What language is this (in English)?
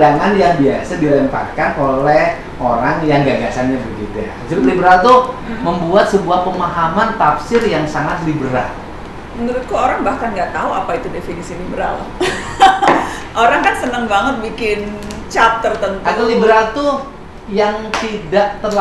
Indonesian